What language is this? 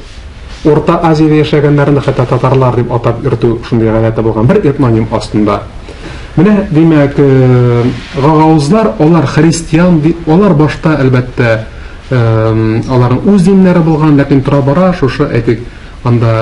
Tatar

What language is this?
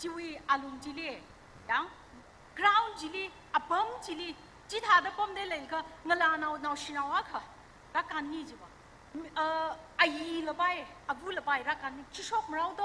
Tangkhul Naga (India)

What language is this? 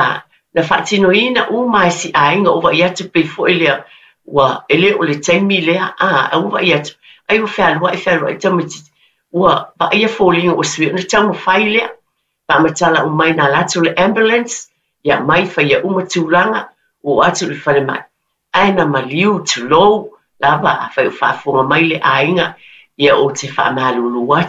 Samoan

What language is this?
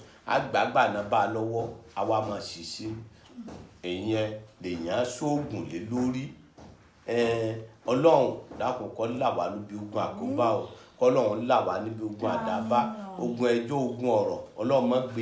Yoruba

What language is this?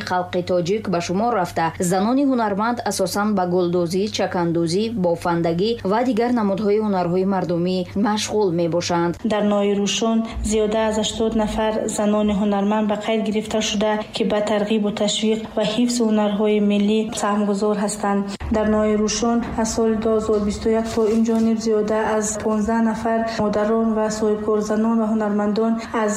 Tajik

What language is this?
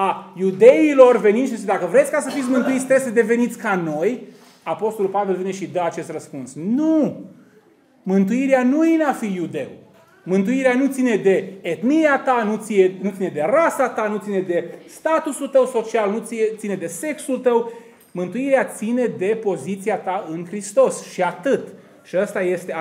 Romanian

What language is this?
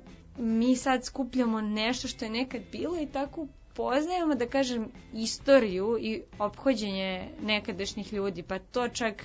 Serbian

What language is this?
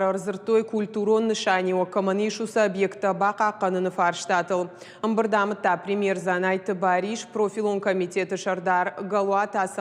Ossetic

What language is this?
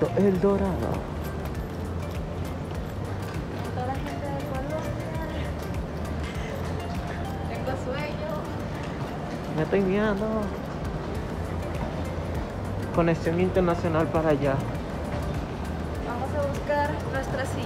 Spanish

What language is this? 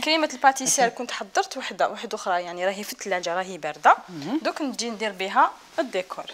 Algerian Arabic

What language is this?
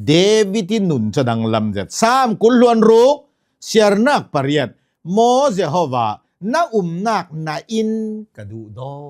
Hakha Chin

